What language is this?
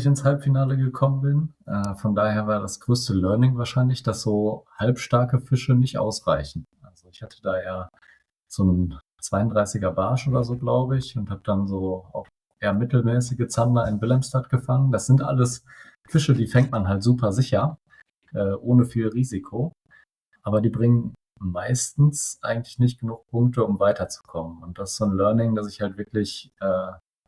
Swiss German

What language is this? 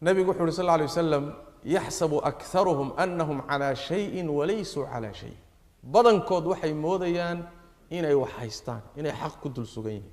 Somali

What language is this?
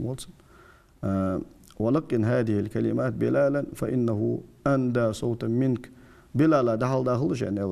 Ingush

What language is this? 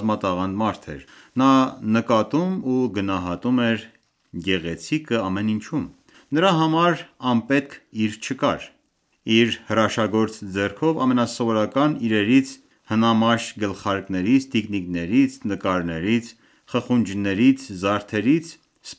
Armenian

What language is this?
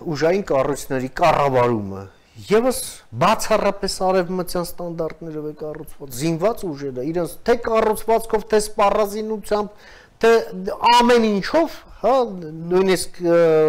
Armenian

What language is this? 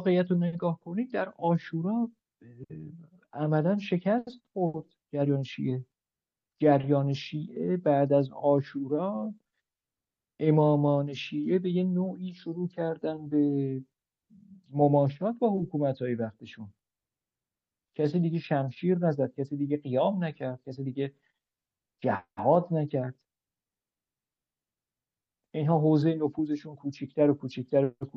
Persian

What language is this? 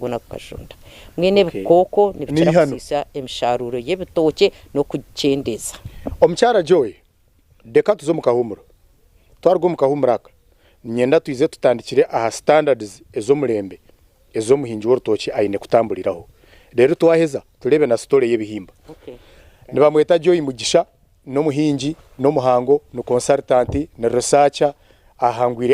Nyankole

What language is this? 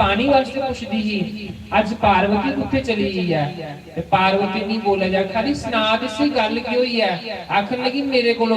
Dogri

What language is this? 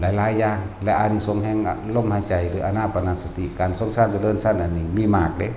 Northeastern Thai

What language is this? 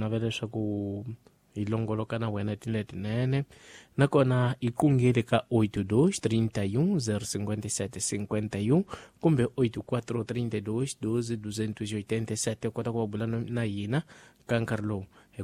Tsonga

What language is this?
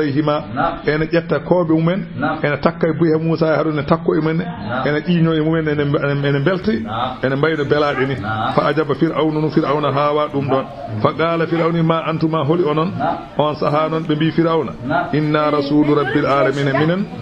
Fula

